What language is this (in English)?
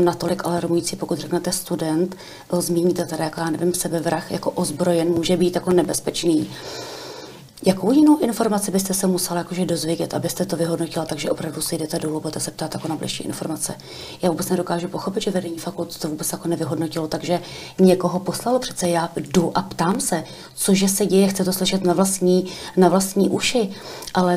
Czech